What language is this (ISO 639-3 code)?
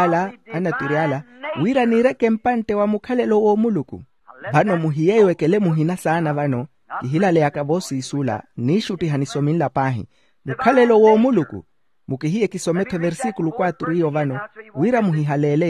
vmw